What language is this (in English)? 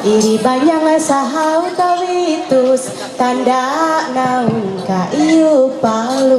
Ma'anyan